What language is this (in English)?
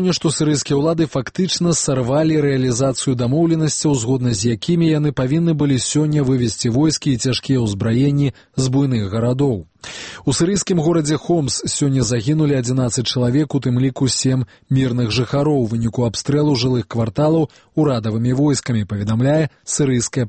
Belarusian